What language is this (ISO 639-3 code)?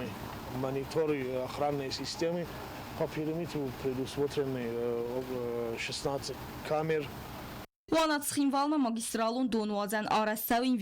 oss